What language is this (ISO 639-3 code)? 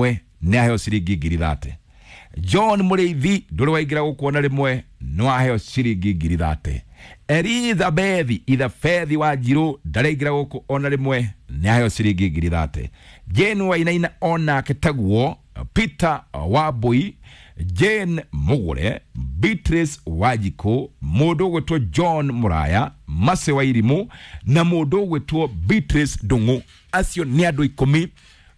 kik